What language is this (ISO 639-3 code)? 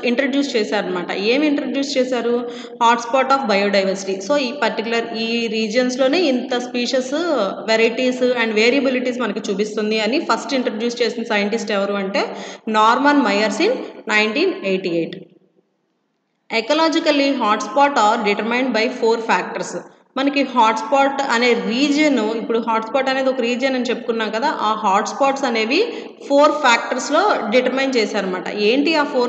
tel